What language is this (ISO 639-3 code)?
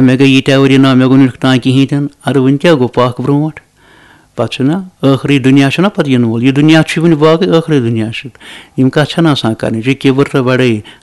kas